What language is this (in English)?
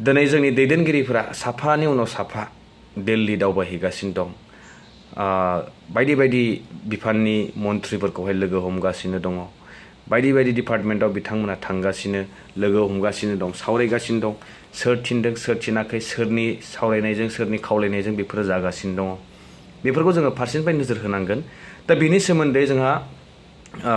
Bodo